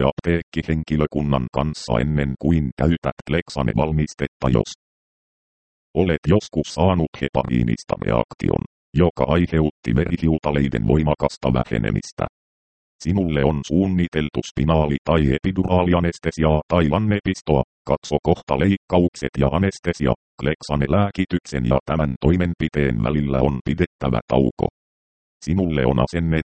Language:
Finnish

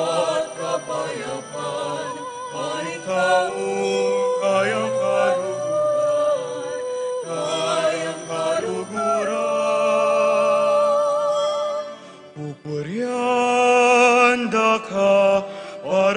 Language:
Pampanga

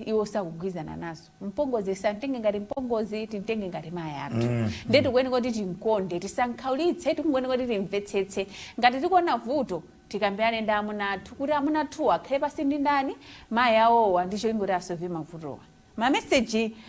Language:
Nyanja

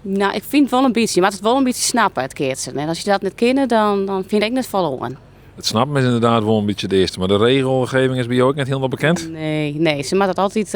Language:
Western Frisian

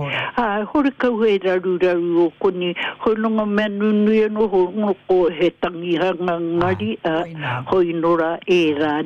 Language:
Māori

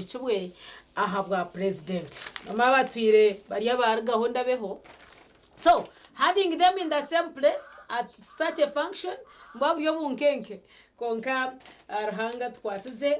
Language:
Nyankole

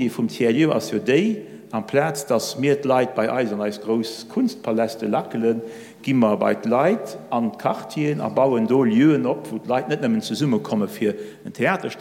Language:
Luxembourgish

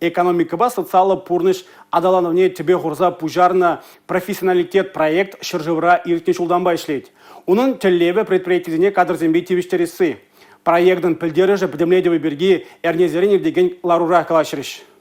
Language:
Chuvash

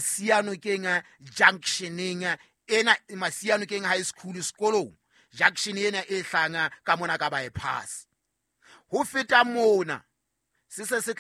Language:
Southern Sotho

